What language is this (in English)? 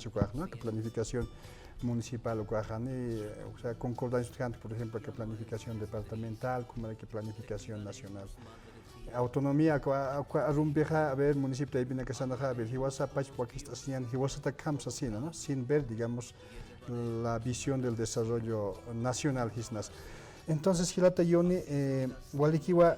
Aymara